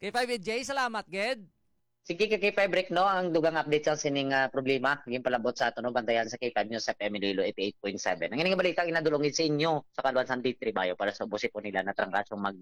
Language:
Hiligaynon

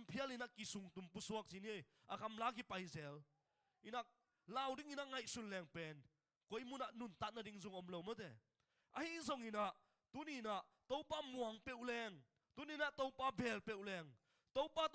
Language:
Tedim Chin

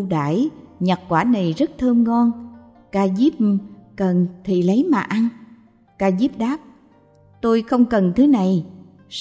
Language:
Vietnamese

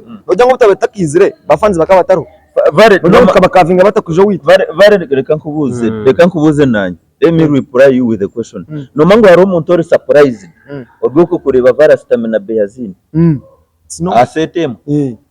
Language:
Nyankole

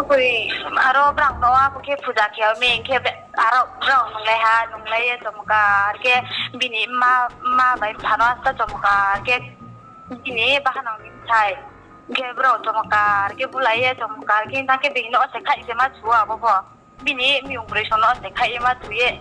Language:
Riang (India)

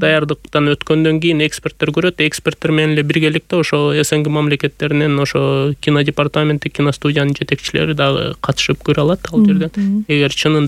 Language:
Kyrgyz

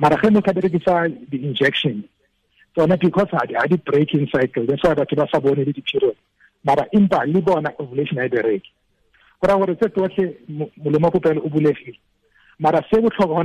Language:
Tswana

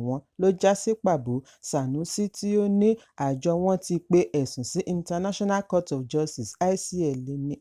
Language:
Yoruba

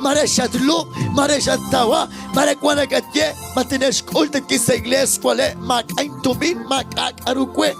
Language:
Kekchí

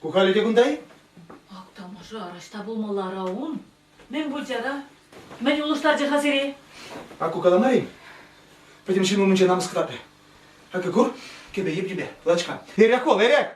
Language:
Chuvash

